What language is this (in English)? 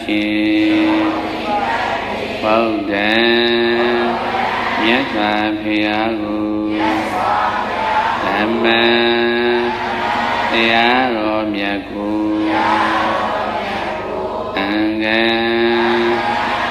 Burmese